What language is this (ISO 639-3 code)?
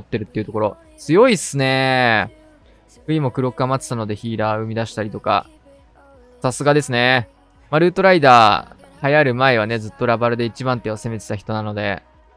jpn